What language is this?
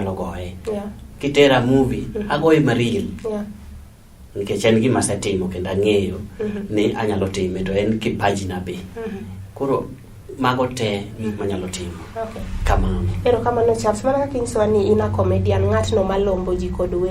Luo (Kenya and Tanzania)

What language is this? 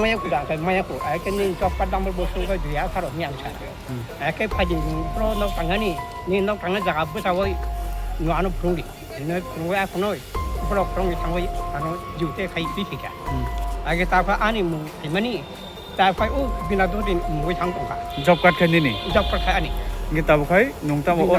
Kok Borok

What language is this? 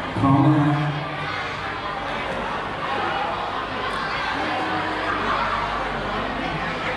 Thai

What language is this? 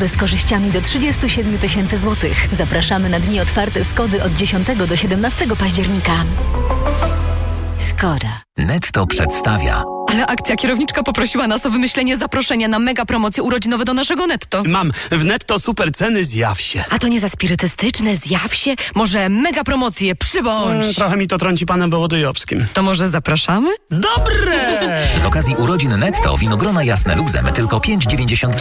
Polish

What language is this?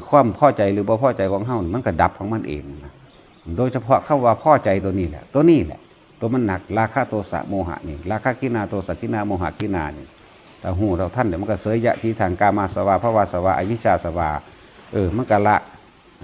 Northeastern Thai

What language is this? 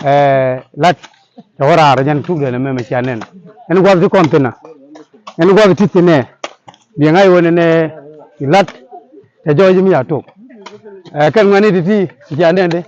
Nuer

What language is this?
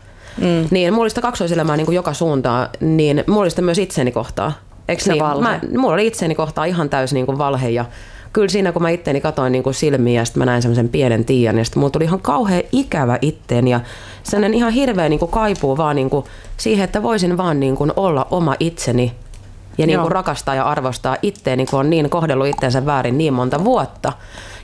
Finnish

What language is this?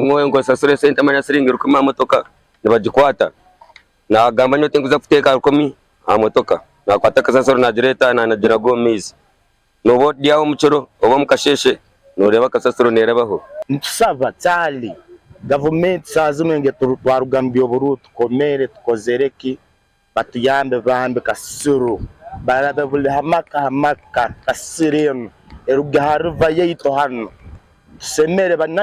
Nyankole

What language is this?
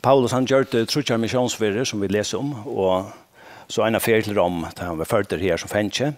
Faroese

